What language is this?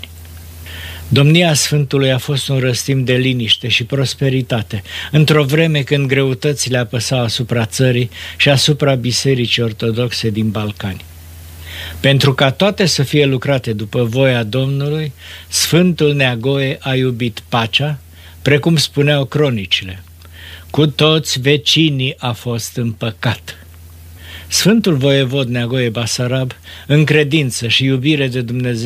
Romanian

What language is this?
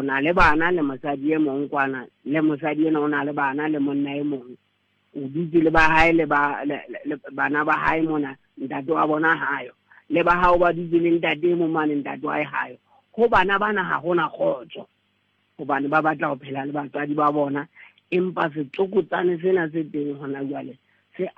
Southern Sotho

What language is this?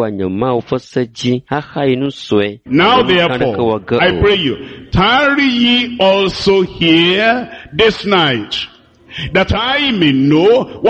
Ewe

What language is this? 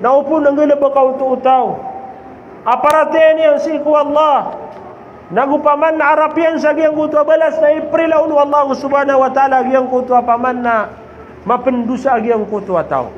Maranao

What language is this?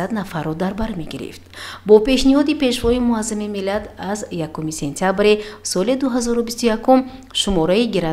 Tajik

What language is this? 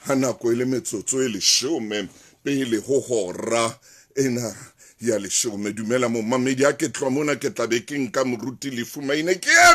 Southern Sotho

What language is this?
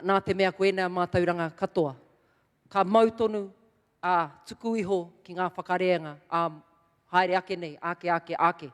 Māori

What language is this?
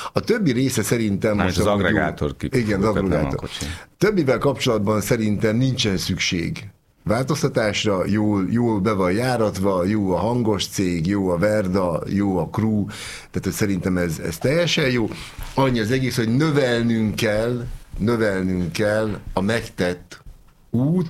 Hungarian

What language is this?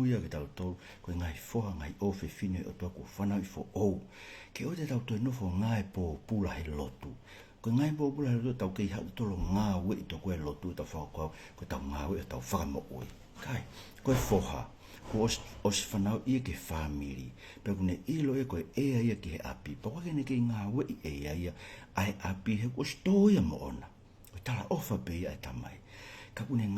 Tongan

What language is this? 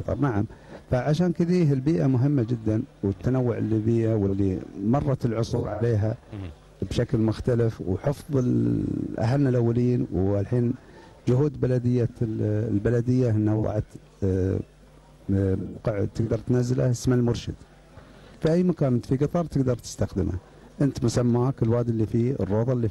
Gulf Arabic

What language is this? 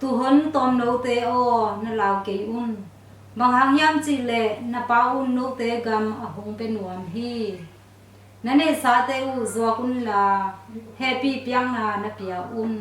Tedim Chin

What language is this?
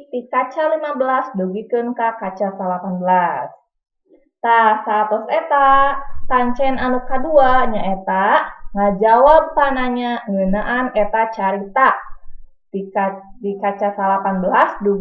Sundanese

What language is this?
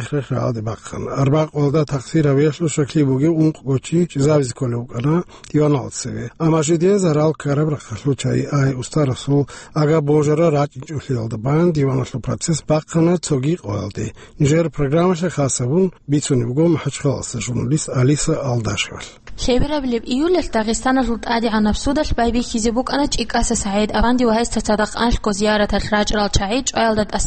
Avaric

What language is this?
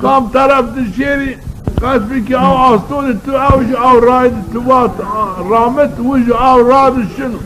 Zaza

